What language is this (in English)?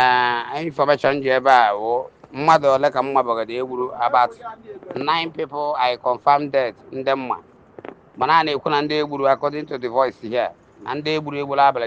Igbo